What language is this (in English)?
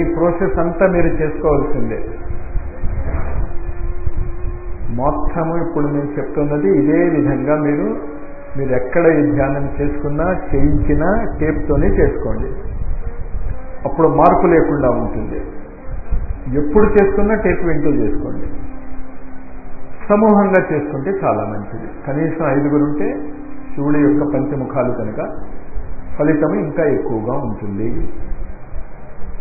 Telugu